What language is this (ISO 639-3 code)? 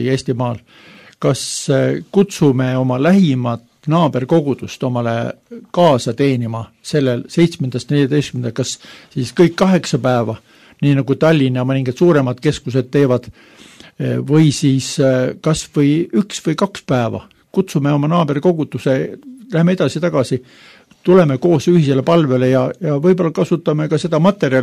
est